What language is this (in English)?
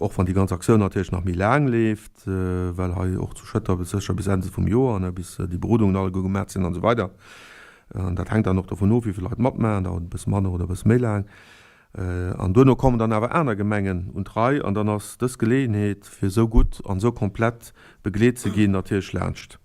Luxembourgish